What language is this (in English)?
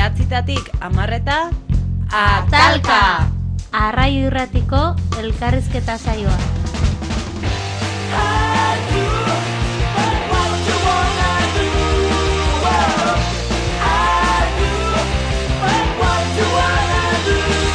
Basque